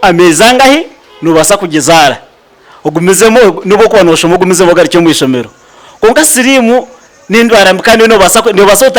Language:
Nyankole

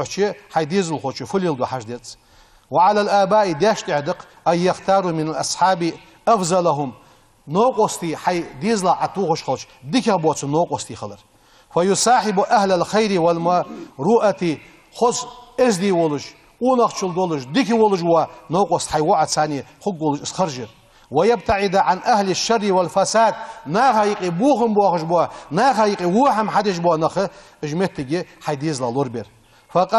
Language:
Ingush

